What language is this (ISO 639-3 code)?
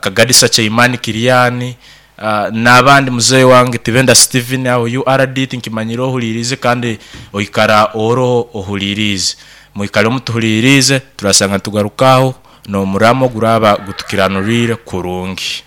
nyn